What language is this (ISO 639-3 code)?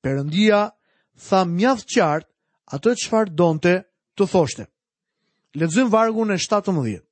sqi